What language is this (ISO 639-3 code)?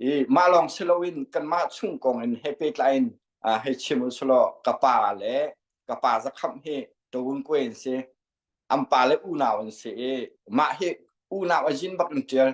cnh